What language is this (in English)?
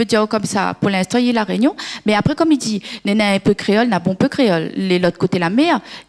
Réunion Creole French